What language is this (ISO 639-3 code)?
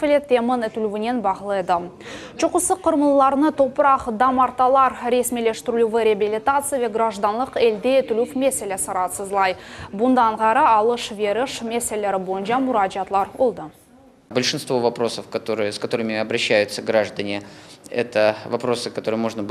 crh